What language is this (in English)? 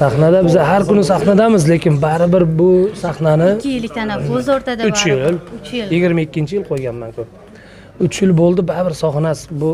Uzbek